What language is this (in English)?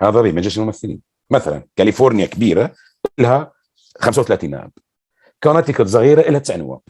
North Levantine Arabic